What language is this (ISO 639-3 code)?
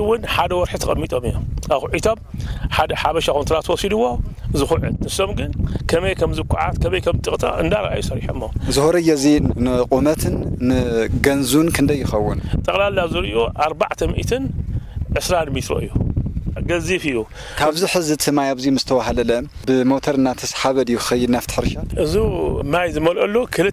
tir